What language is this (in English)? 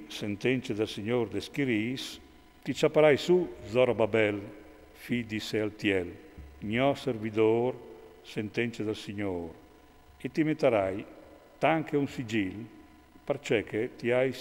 Friulian